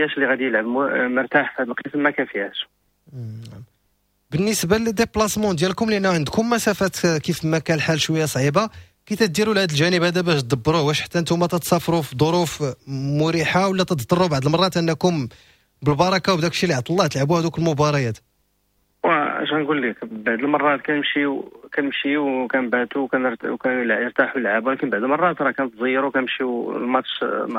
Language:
Moroccan Arabic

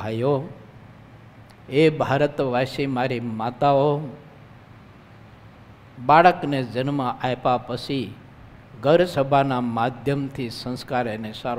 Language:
Gujarati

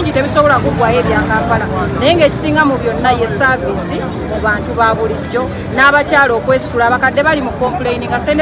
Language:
Ganda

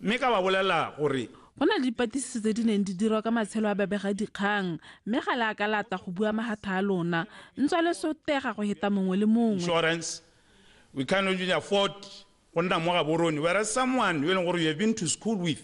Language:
Tswana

